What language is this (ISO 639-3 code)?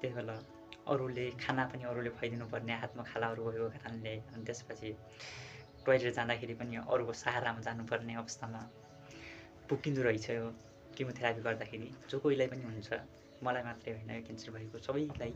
nep